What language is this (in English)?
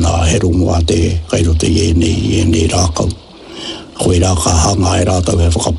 Māori